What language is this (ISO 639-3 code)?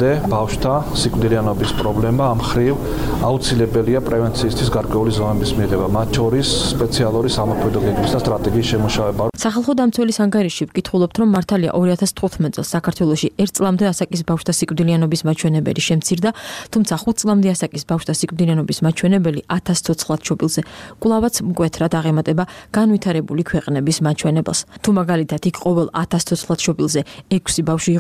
kat